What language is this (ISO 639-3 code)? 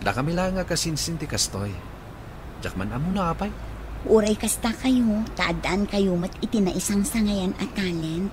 ilo